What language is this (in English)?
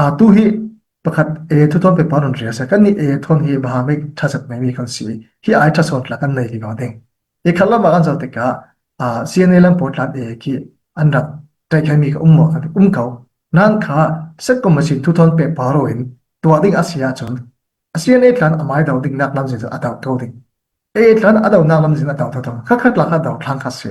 Falam Chin